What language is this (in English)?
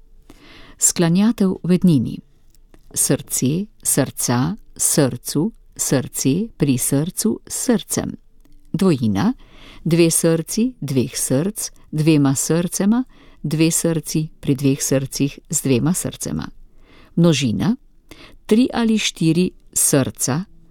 Slovenian